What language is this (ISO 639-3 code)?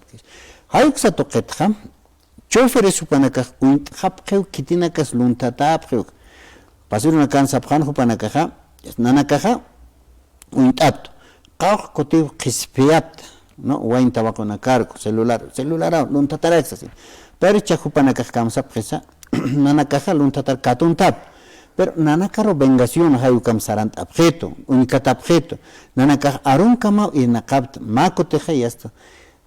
aym